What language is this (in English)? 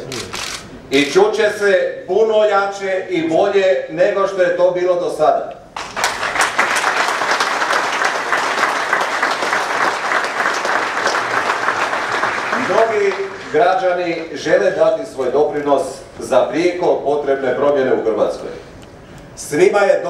Croatian